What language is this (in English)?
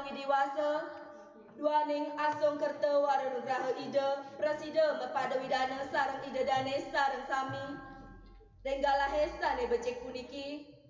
Balinese